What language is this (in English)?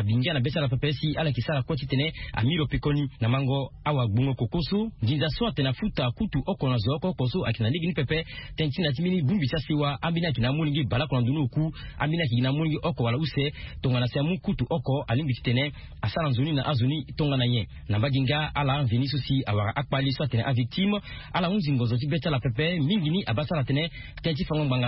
Sango